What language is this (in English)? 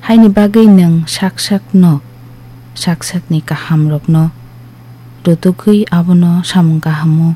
Kok Borok